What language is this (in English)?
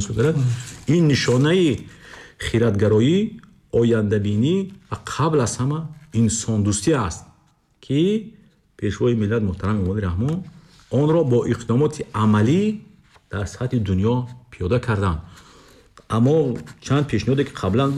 Tajik